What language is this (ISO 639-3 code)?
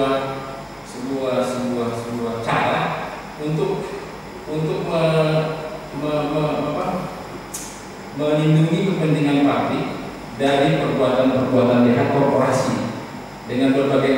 ind